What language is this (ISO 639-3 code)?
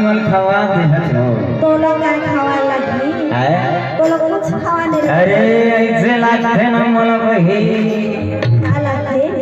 hne